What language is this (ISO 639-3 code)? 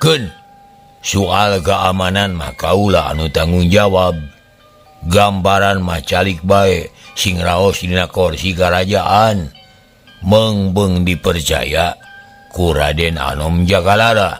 sun